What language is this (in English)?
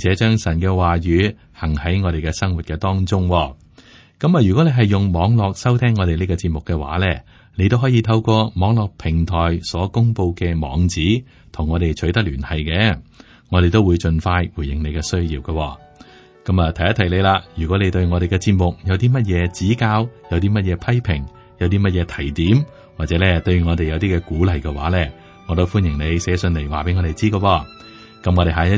Cantonese